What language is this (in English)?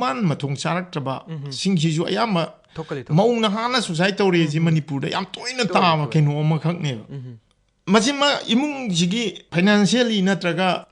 Manipuri